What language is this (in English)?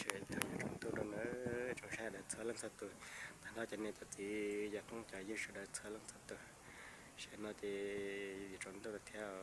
Hmong